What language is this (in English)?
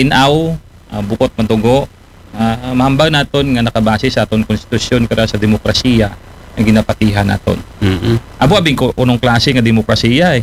Aklanon